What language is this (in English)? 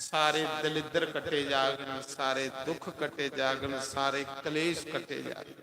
Dogri